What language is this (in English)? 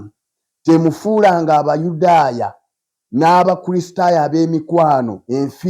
Ganda